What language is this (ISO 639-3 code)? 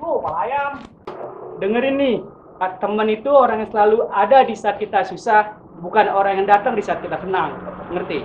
bew